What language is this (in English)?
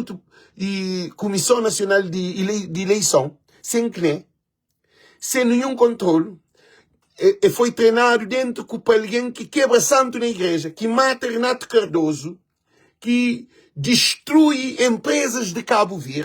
Kabuverdianu